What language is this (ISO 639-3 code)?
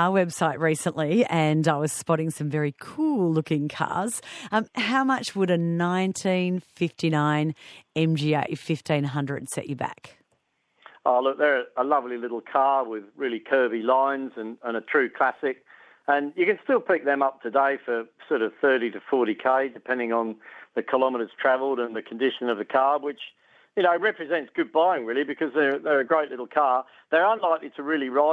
eng